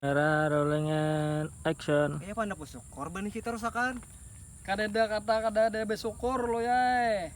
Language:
Banjar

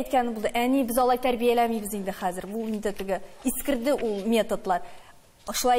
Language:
Tatar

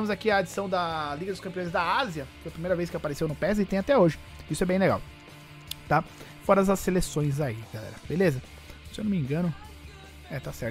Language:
Portuguese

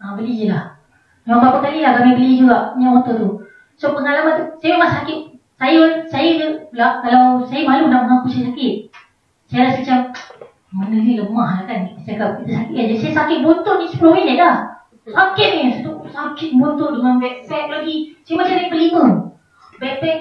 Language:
Malay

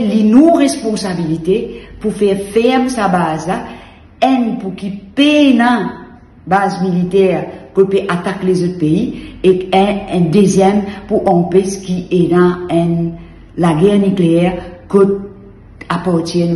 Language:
Morisyen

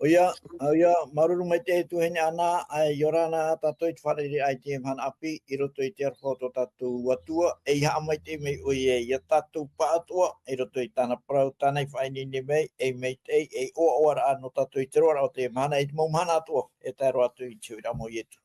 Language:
Tahitian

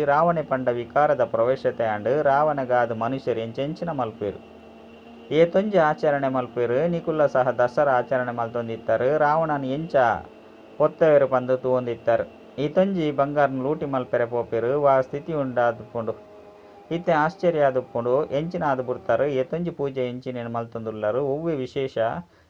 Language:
Tulu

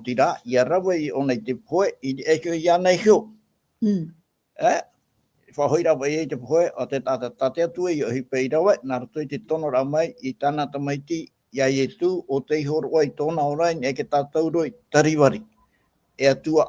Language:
Tahitian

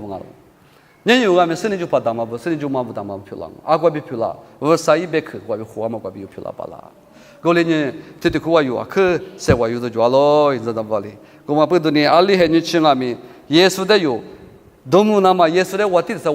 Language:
Lisu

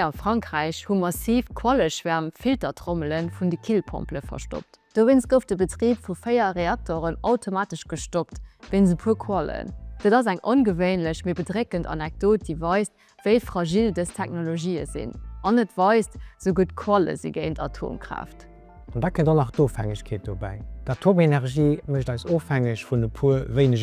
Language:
Luxembourgish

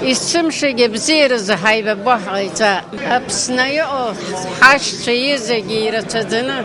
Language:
Abkhazian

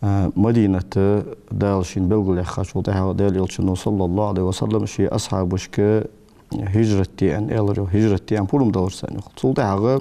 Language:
Ingush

